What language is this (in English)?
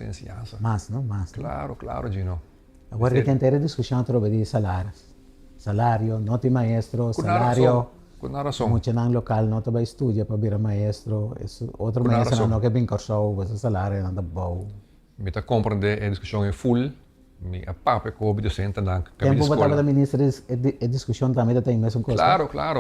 Papiamento